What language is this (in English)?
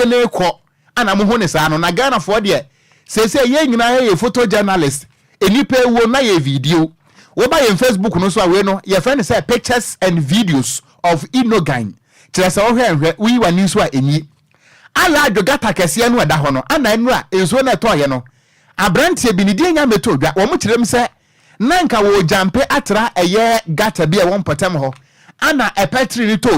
Akan